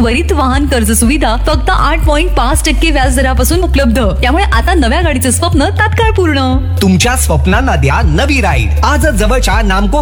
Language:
Marathi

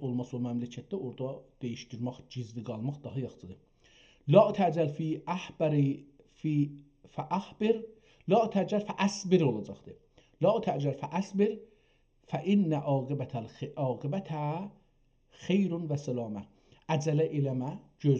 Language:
South Azerbaijani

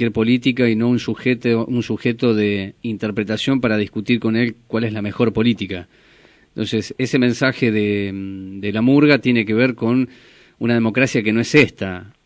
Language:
Spanish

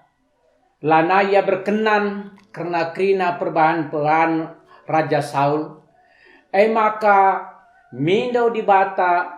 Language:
Batak Karo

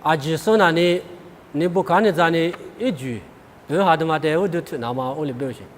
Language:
Lisu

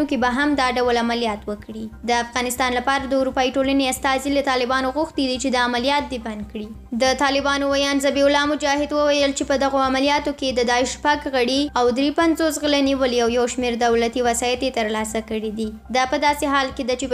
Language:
Pashto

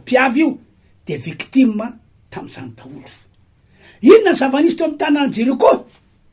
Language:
Malagasy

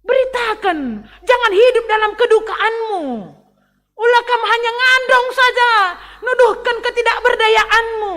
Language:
Batak Karo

